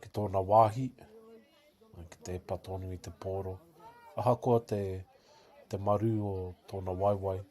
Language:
Māori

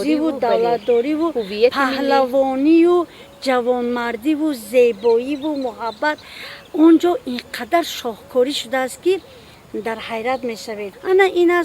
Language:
Tajik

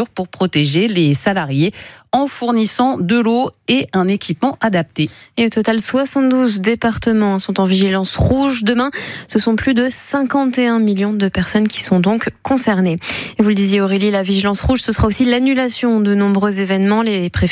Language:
French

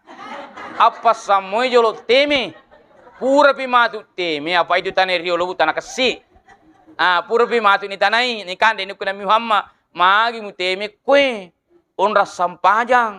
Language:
Buginese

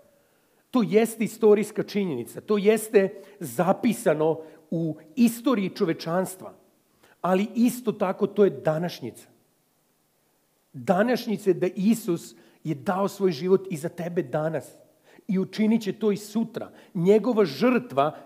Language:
Serbian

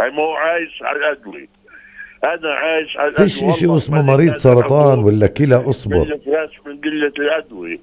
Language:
North Levantine Arabic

